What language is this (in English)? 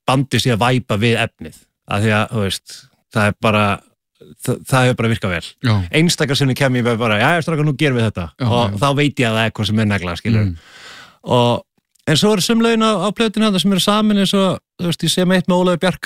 Icelandic